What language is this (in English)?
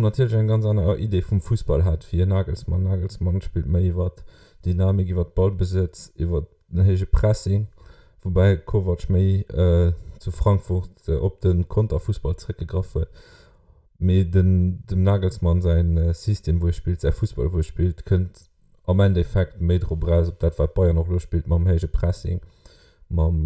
Luxembourgish